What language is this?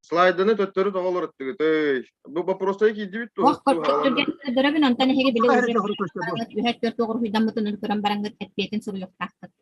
Yakut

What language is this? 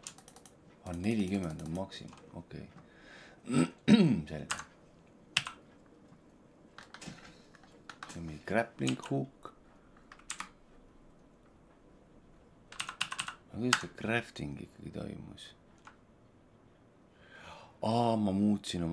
Estonian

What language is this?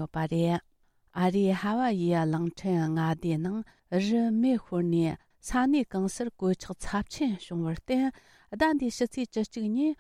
Tibetan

